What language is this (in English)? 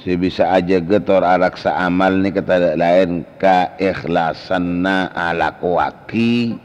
Madurese